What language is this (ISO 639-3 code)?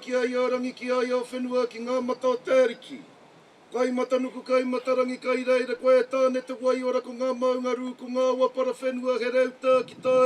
mri